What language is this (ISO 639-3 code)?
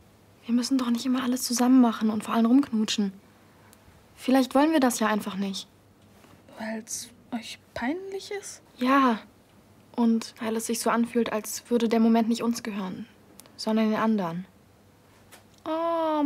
deu